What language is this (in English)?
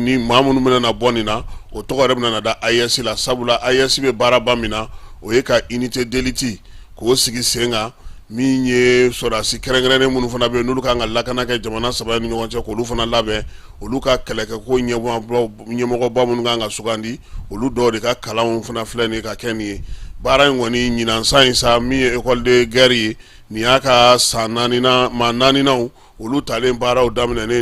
Bambara